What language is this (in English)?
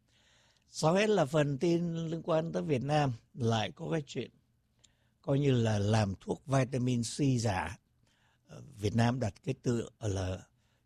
Vietnamese